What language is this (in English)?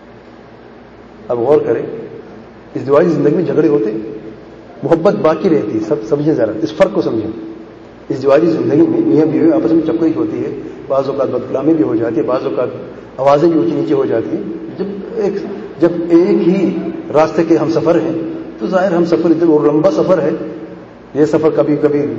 Urdu